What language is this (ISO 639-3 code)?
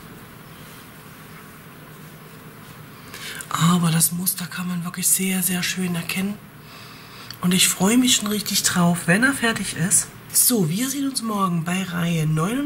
deu